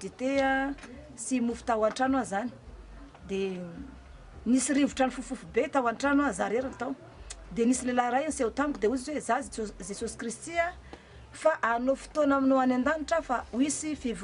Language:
Malagasy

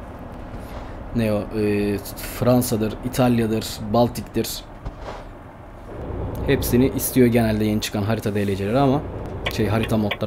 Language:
Turkish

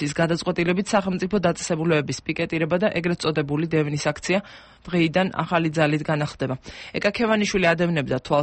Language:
Georgian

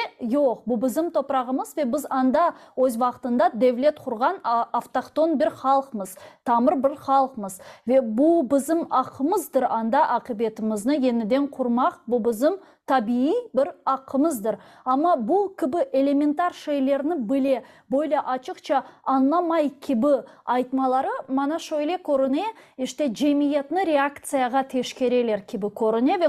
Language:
Crimean Tatar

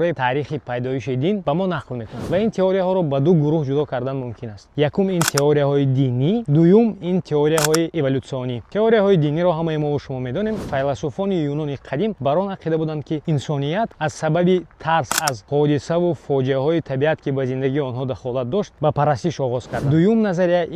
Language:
Tajik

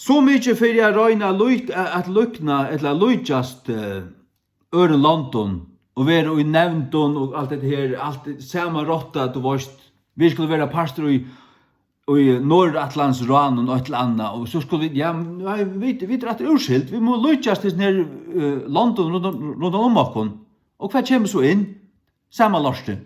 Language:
Faroese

